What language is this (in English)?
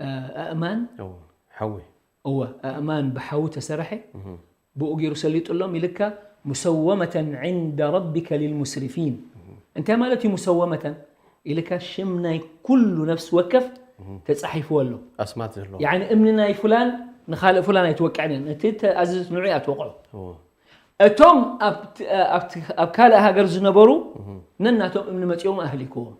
Tigrinya